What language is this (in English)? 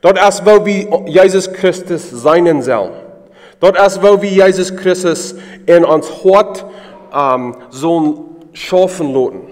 Plautdietsch